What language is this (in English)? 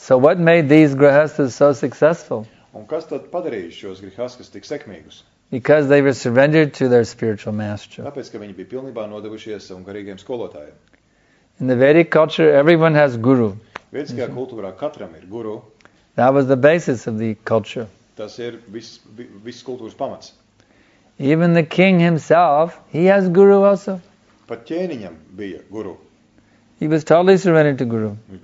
Latvian